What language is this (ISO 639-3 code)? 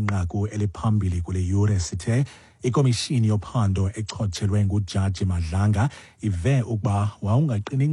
xho